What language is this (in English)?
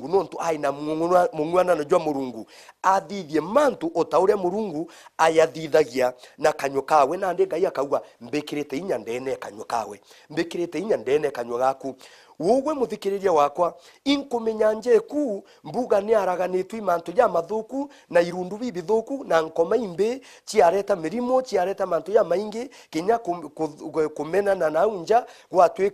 Meru